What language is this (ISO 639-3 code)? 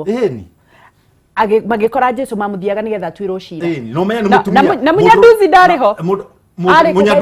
kik